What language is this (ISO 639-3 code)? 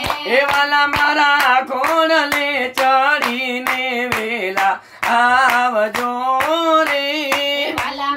guj